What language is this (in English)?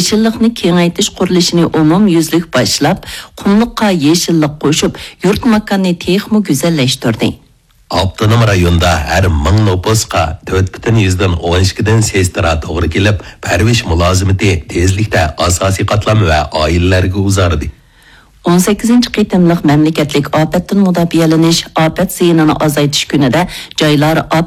Uyghur